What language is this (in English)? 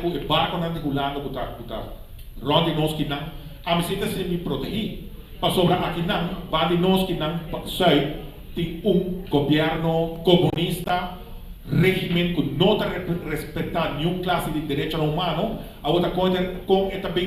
Papiamento